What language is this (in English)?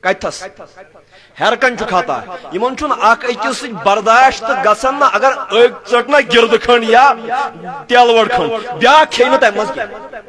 Kashmiri